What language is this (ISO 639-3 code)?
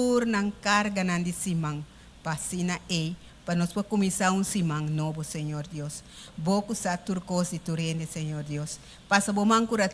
pap